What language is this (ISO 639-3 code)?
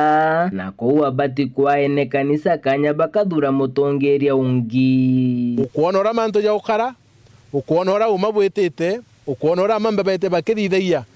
mer